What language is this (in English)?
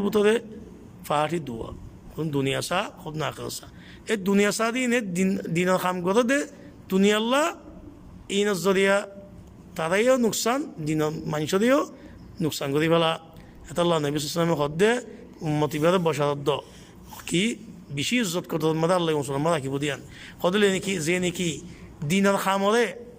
Rohingya